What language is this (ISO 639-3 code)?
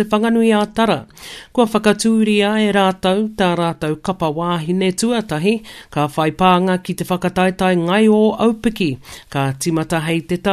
mri